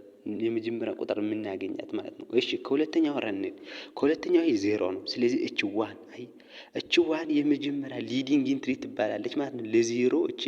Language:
Amharic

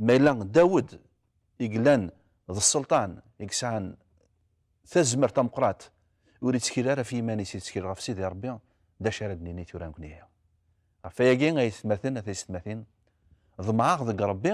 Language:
Kabyle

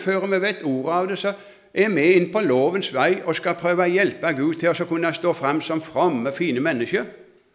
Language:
Norwegian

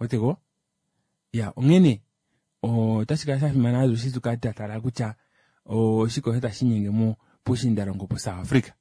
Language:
Kuanyama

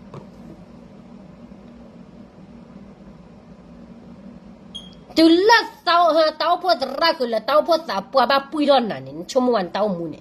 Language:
S'gaw Karen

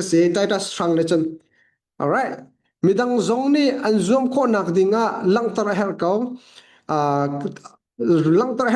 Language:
Hakha Chin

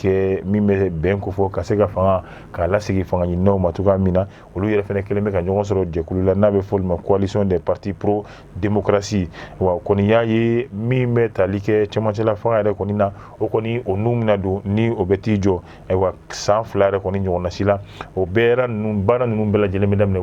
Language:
Bambara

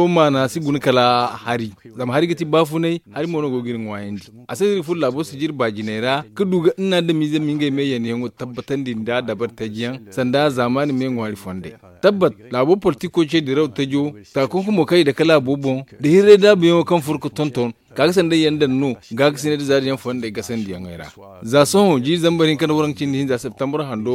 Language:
Zarma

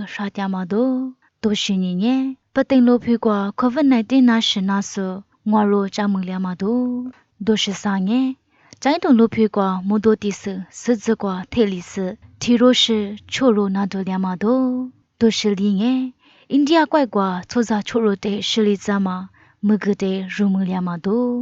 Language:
Lisu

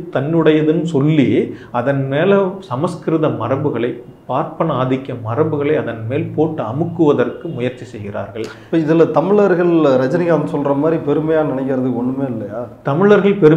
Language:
Tamil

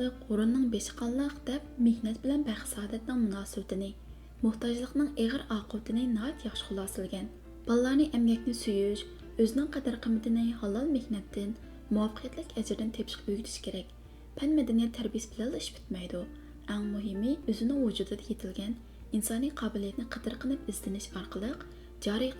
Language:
Uyghur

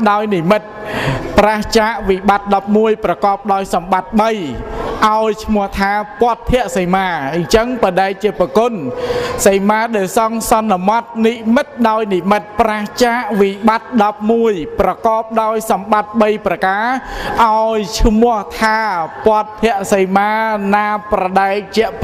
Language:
Khmer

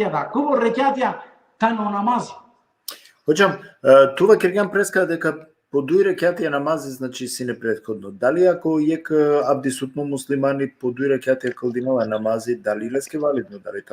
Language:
Balkan Romani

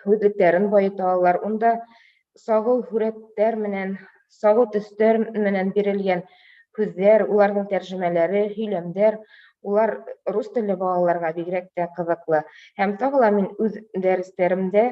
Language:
Bashkir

